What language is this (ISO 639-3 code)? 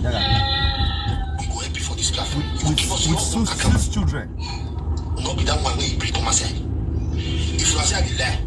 pcm